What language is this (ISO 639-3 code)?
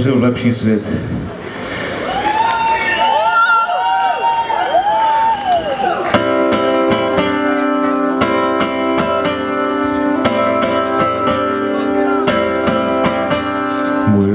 ces